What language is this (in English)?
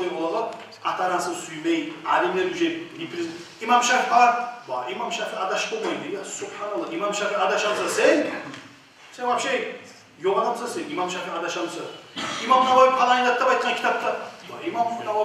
Kumyk